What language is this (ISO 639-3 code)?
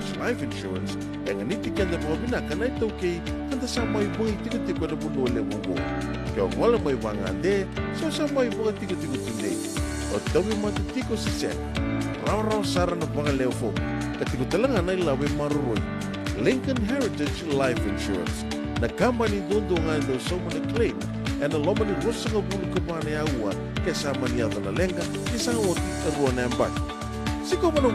fij